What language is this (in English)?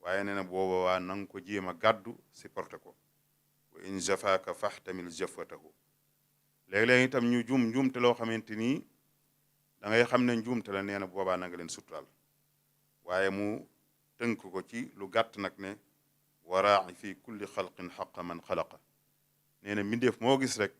Wolof